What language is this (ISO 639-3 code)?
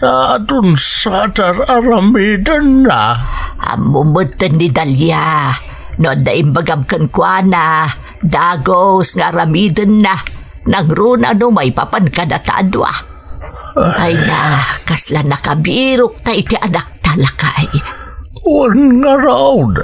ilo